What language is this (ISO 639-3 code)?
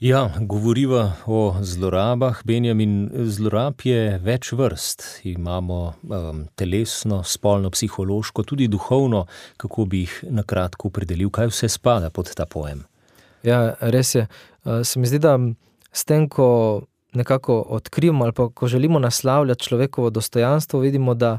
slv